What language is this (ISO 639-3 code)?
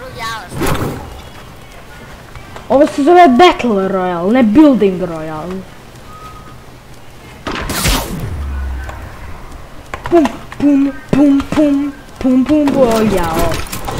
hrv